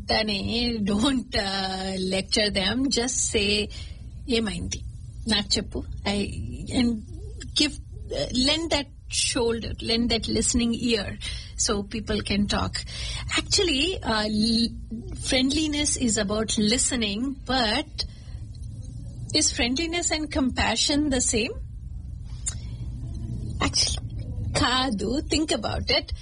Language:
Telugu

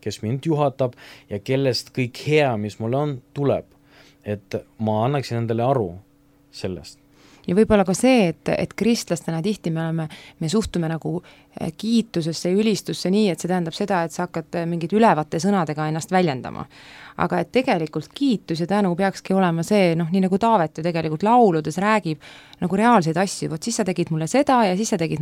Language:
Estonian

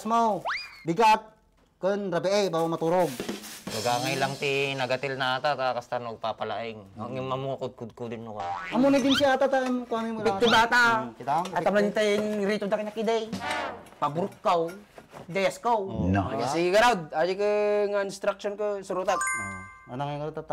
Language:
Iloko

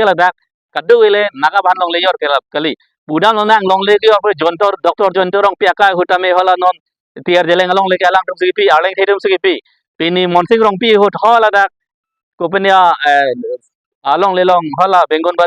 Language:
Karbi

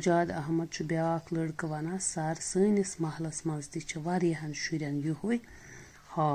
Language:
Kashmiri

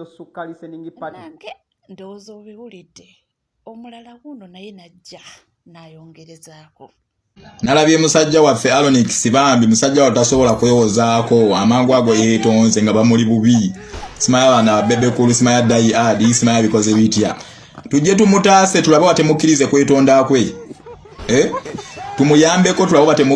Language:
Ganda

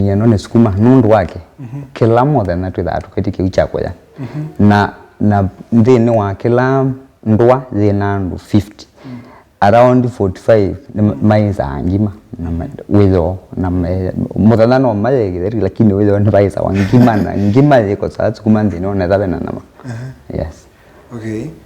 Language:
Kamba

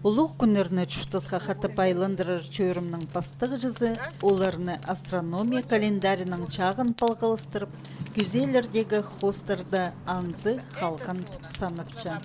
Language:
Khakas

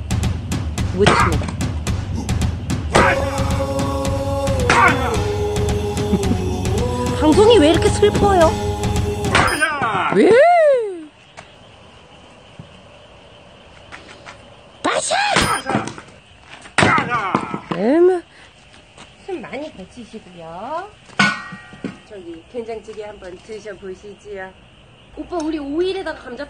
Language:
Korean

